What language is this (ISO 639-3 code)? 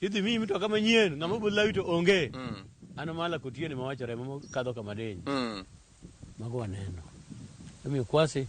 luo